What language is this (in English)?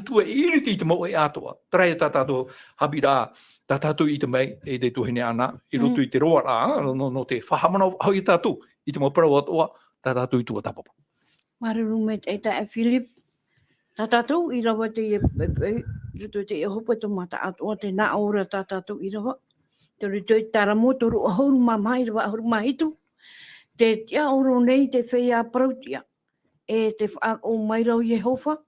Tahitian